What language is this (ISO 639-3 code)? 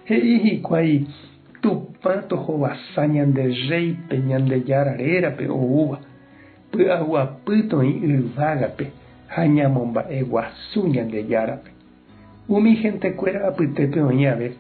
grn